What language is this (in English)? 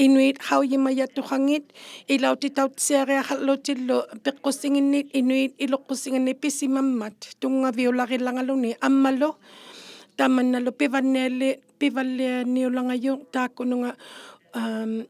Inuktitut